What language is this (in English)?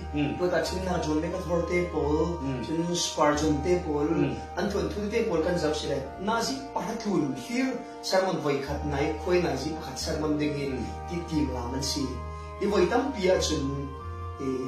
Falam Chin